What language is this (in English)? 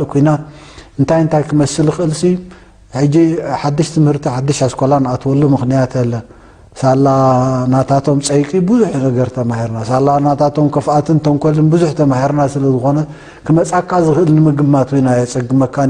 Tigrinya